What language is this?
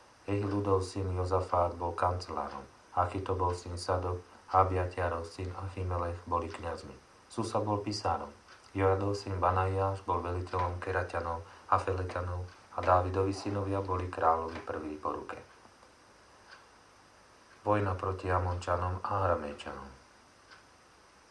Slovak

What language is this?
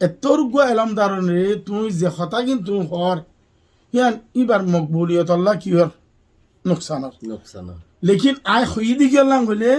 Rohingya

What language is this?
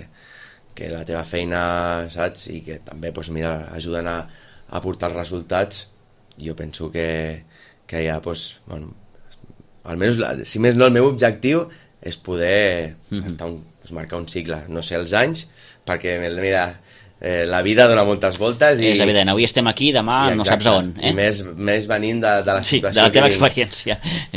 Catalan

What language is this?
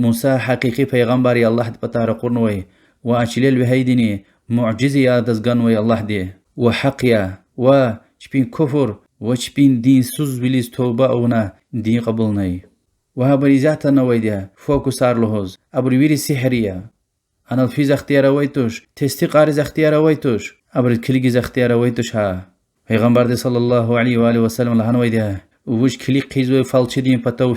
Lezghian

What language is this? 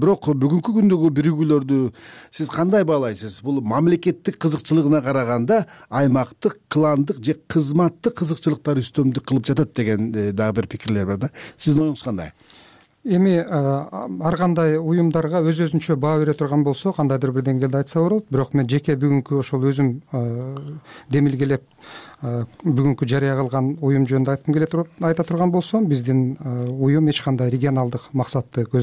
Kyrgyz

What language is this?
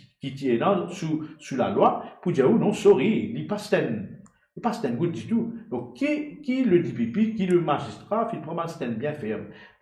Morisyen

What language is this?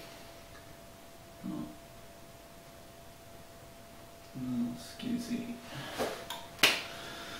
Swedish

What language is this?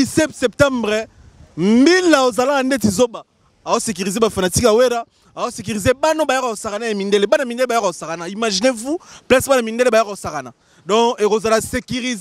Lingala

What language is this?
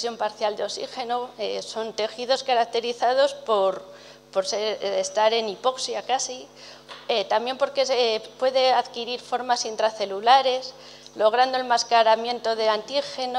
Spanish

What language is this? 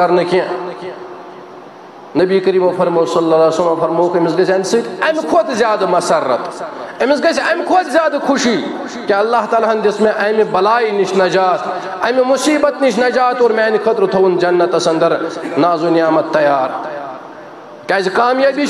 Kashmiri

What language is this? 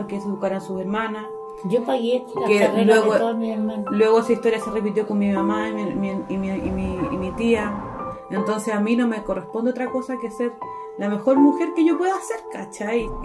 Spanish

